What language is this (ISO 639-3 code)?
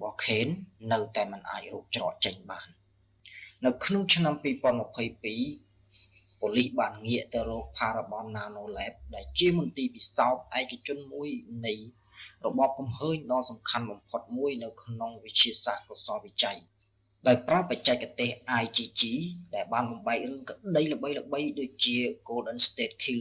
khm